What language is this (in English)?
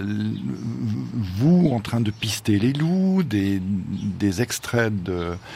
French